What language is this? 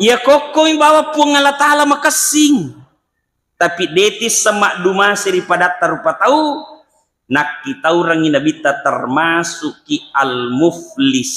Buginese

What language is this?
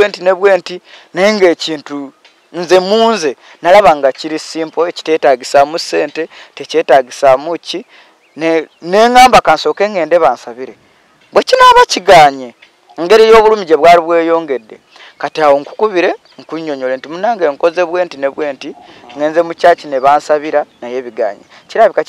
Ganda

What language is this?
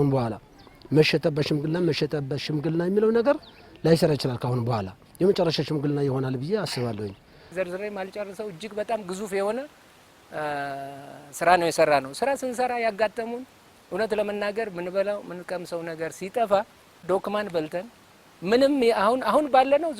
Amharic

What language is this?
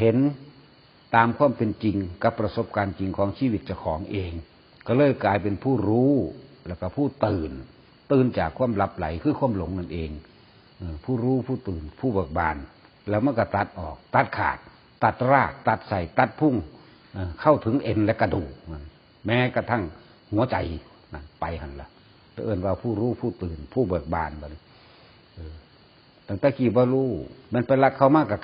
Northeastern Thai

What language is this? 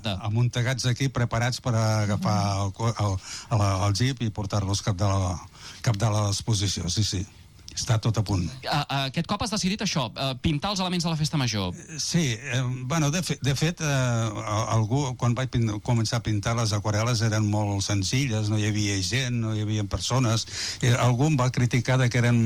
Catalan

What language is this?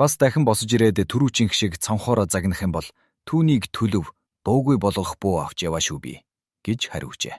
Mongolian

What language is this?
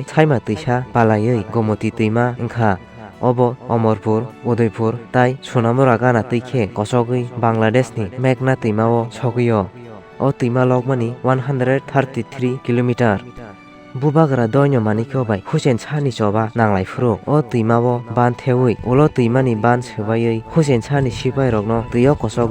Kok Borok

